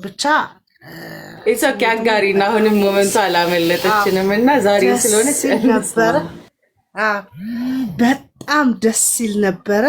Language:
Amharic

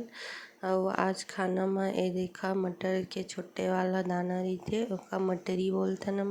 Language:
Chhattisgarhi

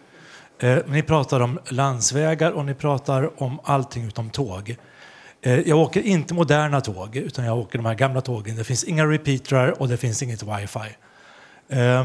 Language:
Swedish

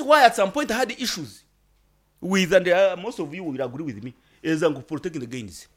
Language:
Nyankole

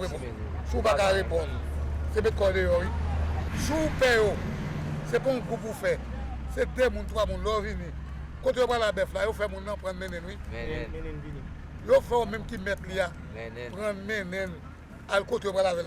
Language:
Haitian Creole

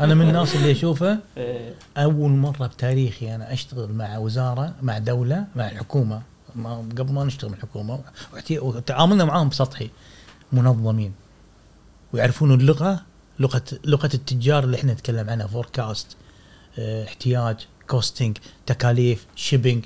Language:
Gulf Arabic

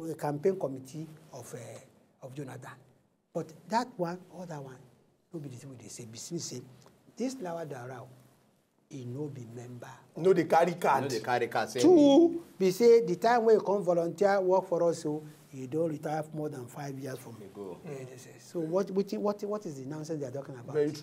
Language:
Nigerian Pidgin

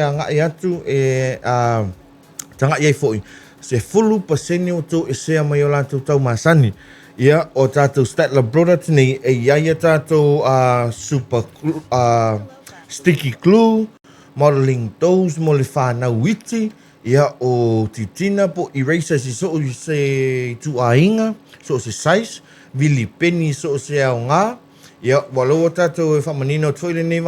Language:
Samoan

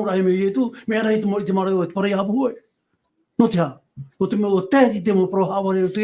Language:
Tahitian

